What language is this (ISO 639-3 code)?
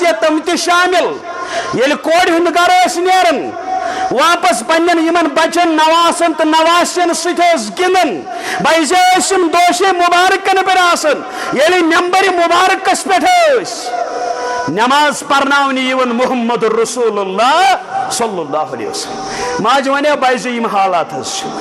kas